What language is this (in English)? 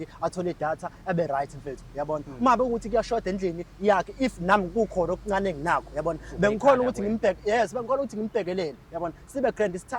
Zulu